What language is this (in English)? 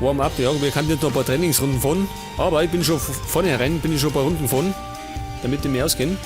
Bavarian